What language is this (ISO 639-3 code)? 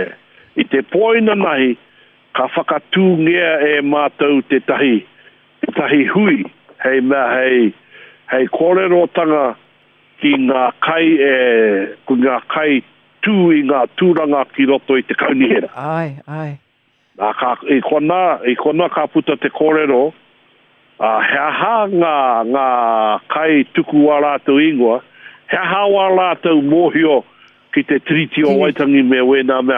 mri